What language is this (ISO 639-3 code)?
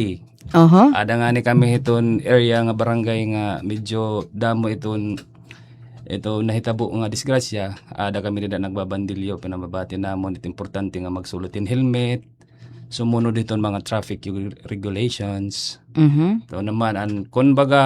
war